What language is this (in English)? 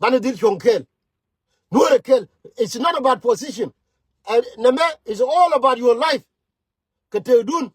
Nuer